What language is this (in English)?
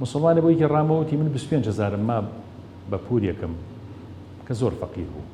Central Kurdish